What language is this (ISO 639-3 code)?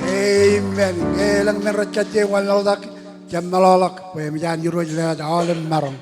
mah